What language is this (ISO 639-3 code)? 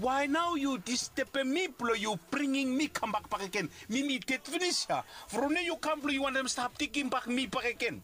bis